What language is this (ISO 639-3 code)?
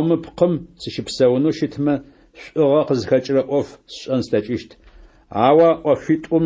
ady